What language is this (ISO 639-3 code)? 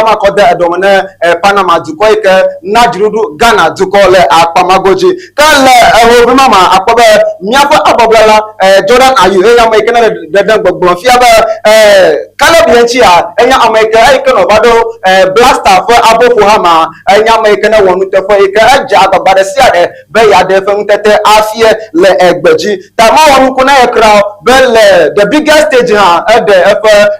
ewe